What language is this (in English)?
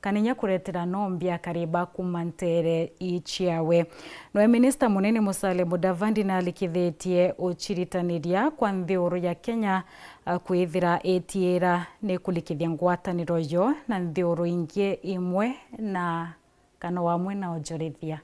Meru